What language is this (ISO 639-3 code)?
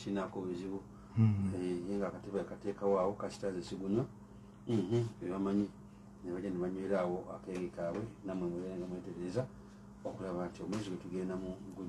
lug